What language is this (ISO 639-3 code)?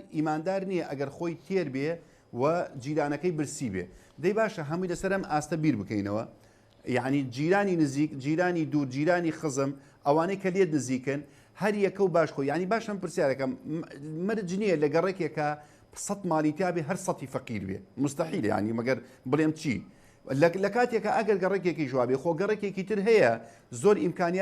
ckb